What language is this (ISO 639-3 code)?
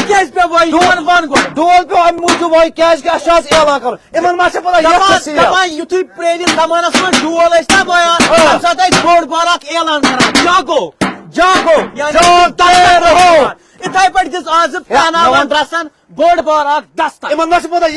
kas